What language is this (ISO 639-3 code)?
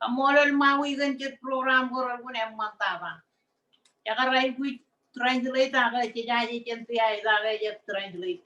mah